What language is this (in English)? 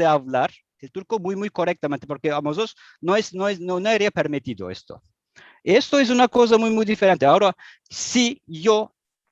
Ladino